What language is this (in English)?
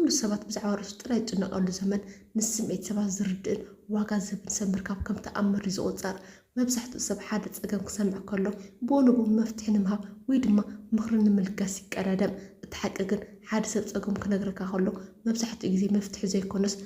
Tigrinya